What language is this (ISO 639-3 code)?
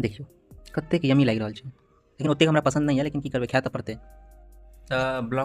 mai